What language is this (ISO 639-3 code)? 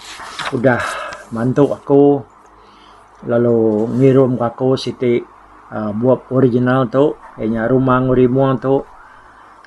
iba